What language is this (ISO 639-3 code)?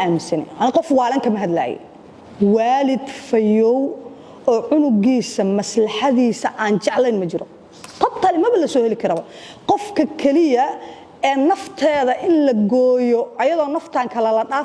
som